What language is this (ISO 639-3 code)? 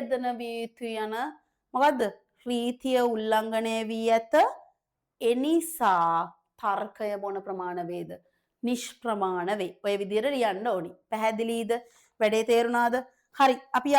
sin